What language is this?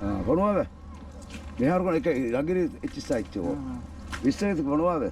Divehi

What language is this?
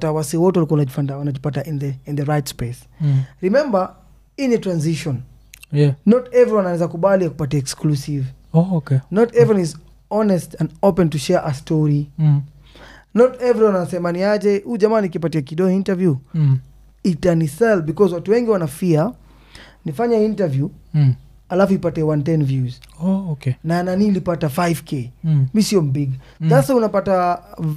Swahili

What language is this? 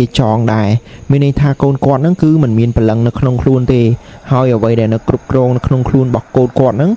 Khmer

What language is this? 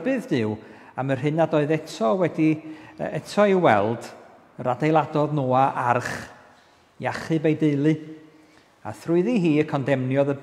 Welsh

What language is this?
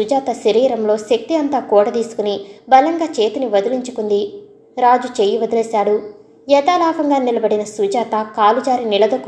Telugu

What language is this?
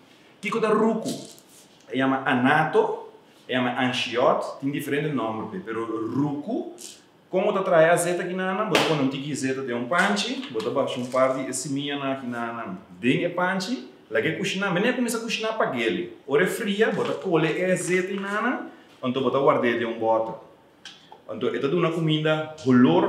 Papiamento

